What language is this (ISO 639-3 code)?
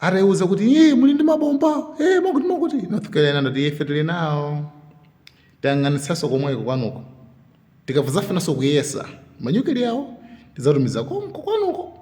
nya